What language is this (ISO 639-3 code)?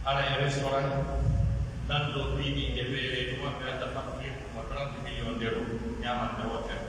fuf